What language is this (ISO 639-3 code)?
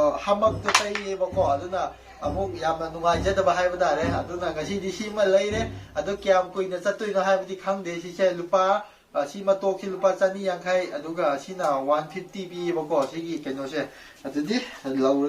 mni